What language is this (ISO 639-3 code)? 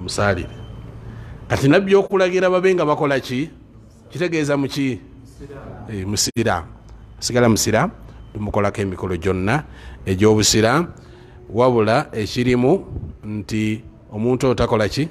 lug